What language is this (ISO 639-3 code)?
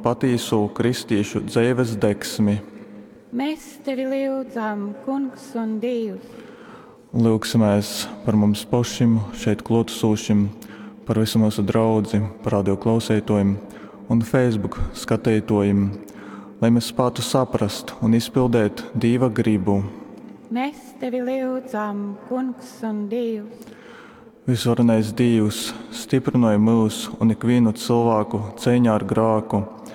ltg